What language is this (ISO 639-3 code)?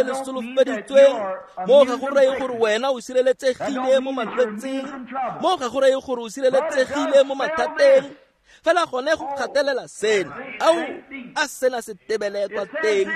tsn